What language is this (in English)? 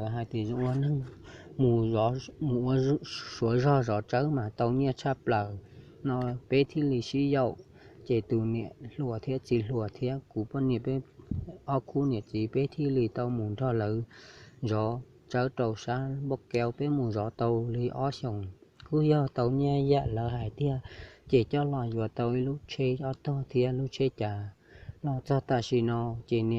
Hmong